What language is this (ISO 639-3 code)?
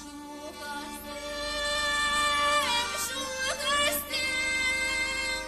chv